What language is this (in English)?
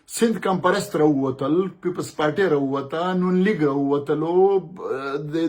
Pashto